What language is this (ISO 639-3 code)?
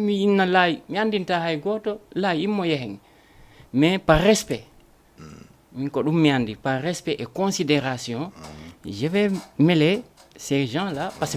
ful